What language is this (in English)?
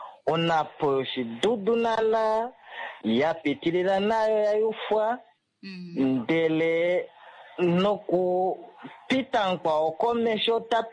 Kuanyama